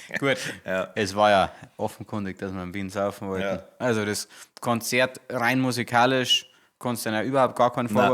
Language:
Bavarian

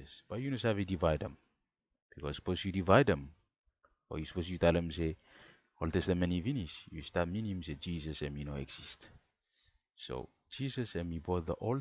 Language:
Bislama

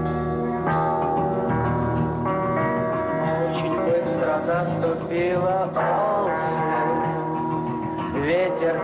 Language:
Russian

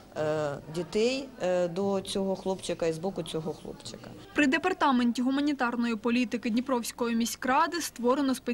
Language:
Ukrainian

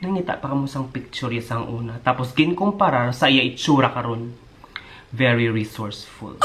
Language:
Hiligaynon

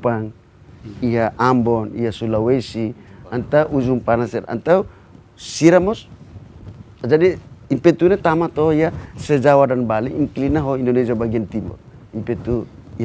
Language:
Tetum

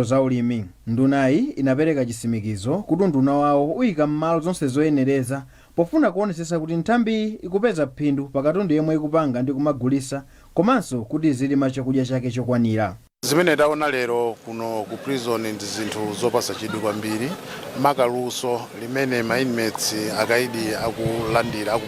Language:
Nyanja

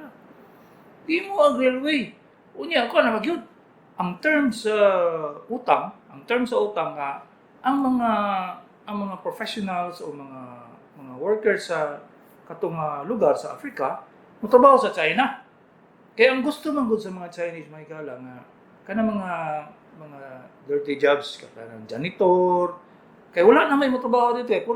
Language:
Cebuano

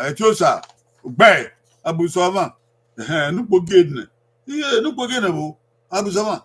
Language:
Bini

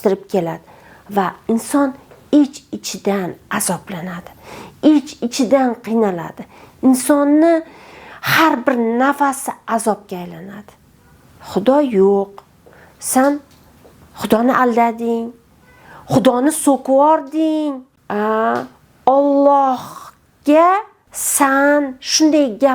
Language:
Uzbek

